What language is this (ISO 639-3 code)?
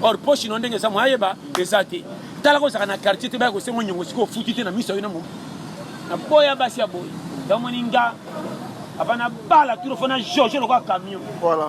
lin